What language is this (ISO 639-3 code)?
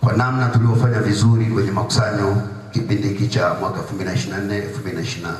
swa